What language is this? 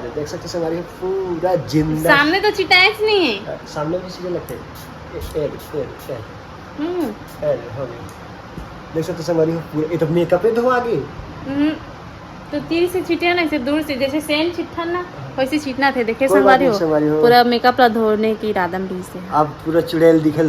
Chhattisgarhi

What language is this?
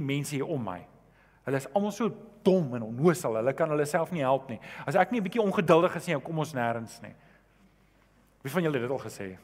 Afrikaans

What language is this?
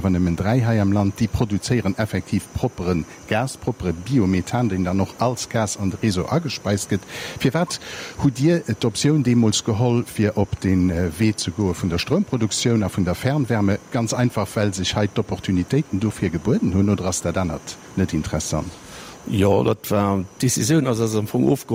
Luxembourgish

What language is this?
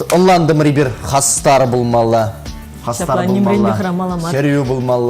Chuvash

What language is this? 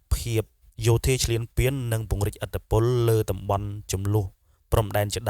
Khmer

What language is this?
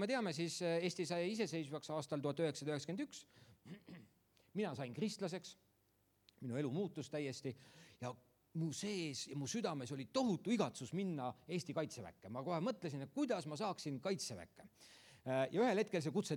Estonian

